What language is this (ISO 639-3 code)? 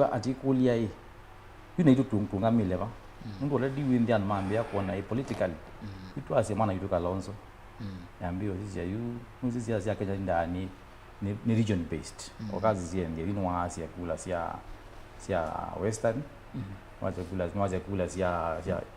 kam